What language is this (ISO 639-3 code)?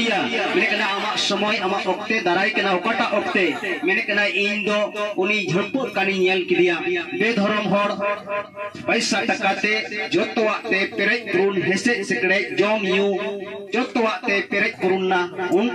sat